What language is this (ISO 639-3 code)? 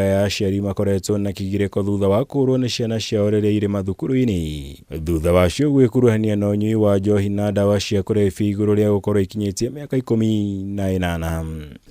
kik